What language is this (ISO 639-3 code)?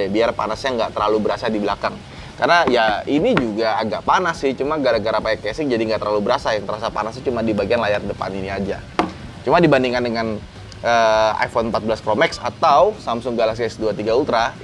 ind